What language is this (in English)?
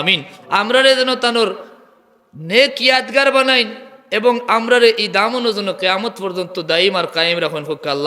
Sylheti